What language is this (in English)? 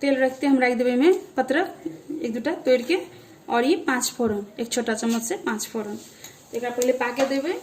Maithili